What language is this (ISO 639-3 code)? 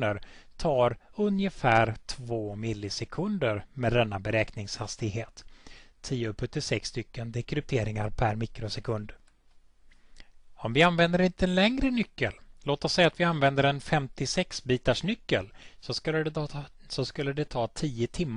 swe